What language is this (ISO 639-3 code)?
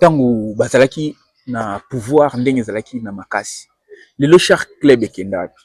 lin